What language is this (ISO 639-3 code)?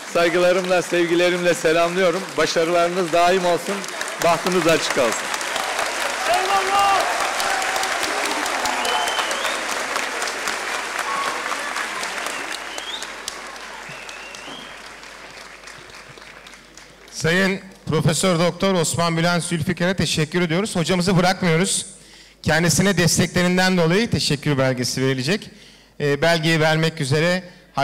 tur